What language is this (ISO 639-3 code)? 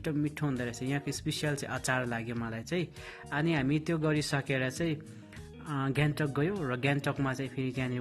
nep